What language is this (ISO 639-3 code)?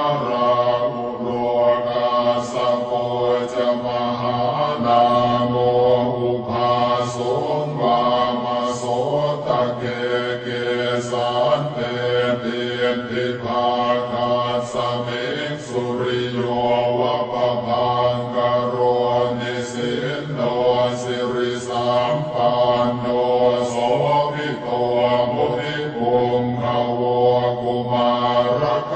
pli